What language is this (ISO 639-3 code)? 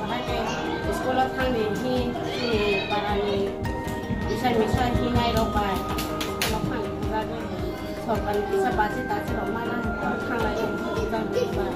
ria